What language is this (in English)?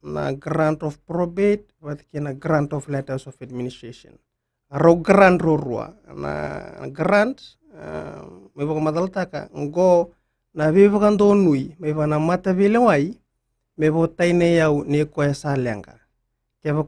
Fijian